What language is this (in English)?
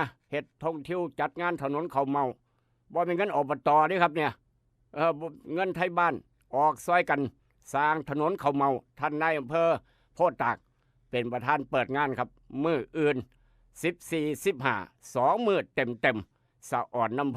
Northeastern Thai